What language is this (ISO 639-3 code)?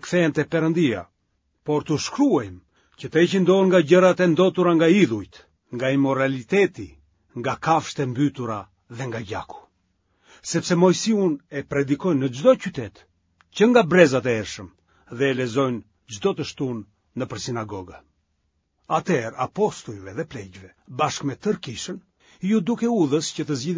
sqi